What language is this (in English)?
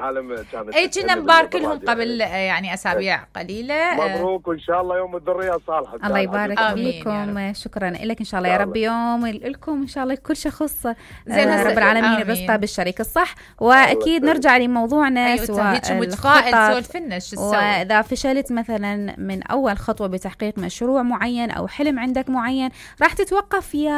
Mesopotamian Arabic